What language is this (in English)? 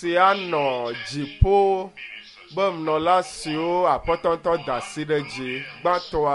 Ewe